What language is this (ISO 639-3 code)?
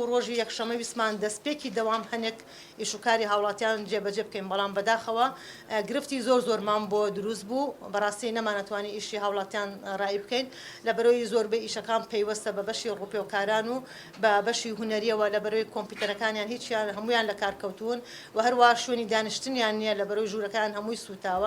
ckb